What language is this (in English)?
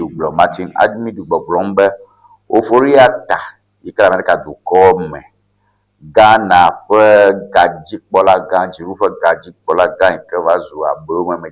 Ewe